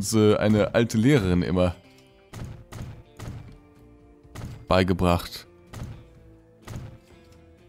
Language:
German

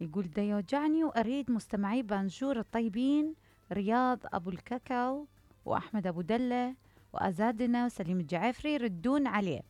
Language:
Mesopotamian Arabic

